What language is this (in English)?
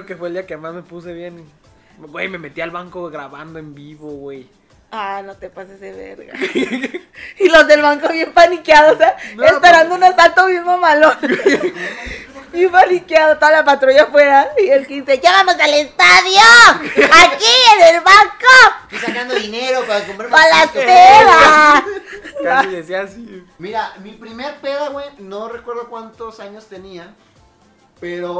Spanish